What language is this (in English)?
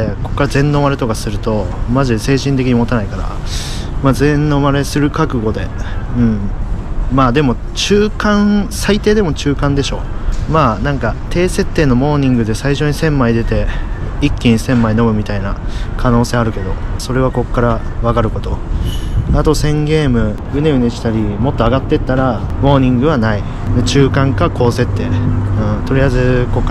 Japanese